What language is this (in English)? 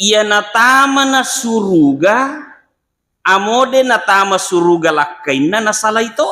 Buginese